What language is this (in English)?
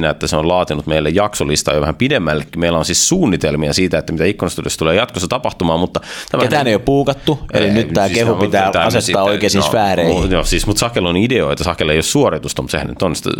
Finnish